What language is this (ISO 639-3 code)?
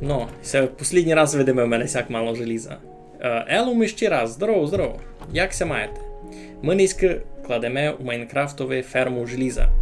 rue